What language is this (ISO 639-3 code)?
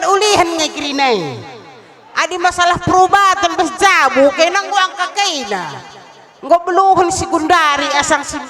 btx